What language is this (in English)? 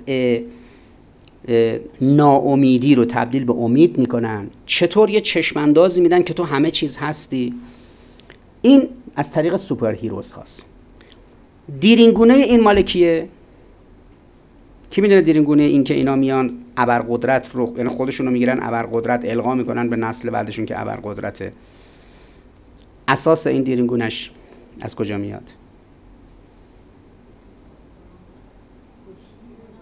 Persian